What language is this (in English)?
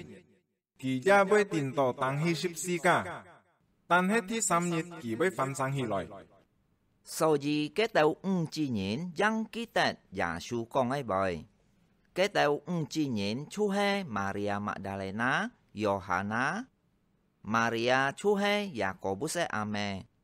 Hakka Chinese